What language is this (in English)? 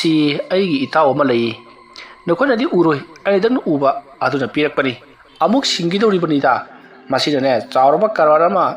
Manipuri